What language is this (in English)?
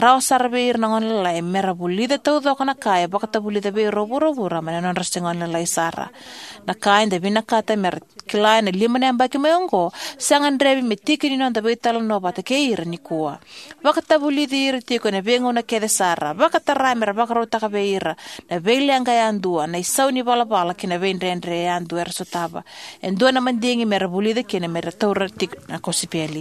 Fijian